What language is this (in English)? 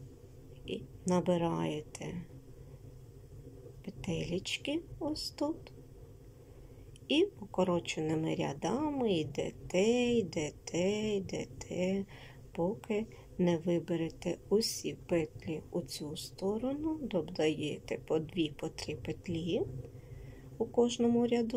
Ukrainian